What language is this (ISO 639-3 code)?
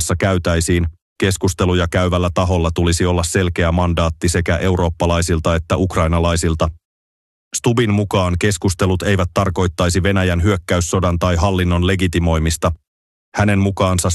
fin